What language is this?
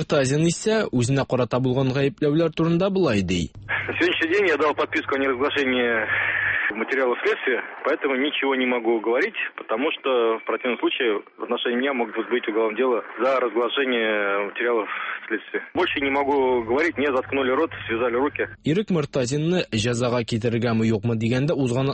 Tatar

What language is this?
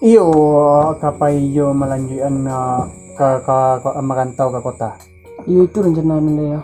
Minangkabau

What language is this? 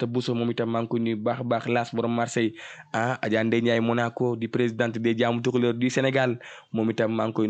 Wolof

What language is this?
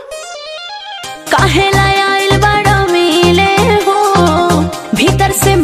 Bhojpuri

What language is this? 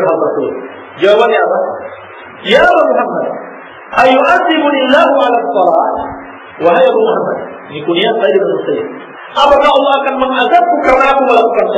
Indonesian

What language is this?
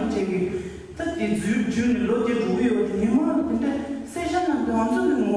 Tibetan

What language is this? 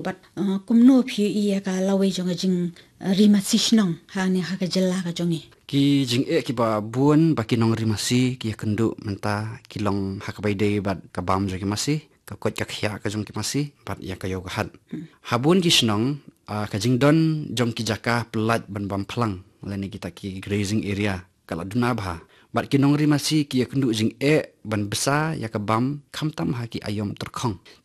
Khasi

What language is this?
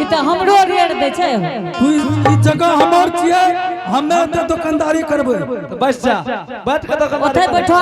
Angika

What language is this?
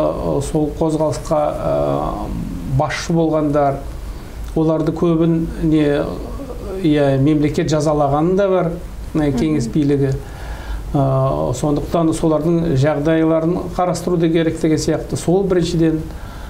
Kazakh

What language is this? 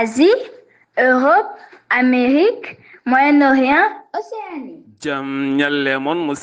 Fula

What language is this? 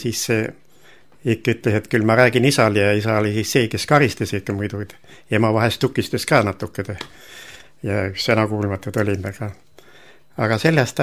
Estonian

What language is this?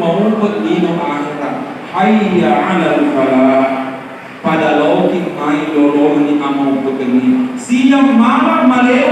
Buginese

